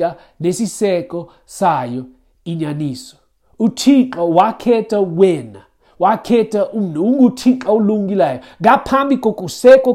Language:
Xhosa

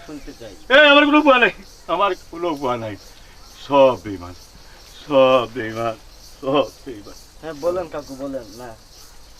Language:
Sylheti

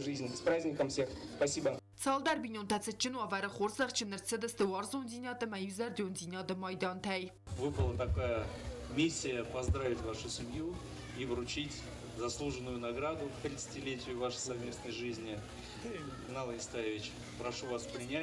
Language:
Ossetic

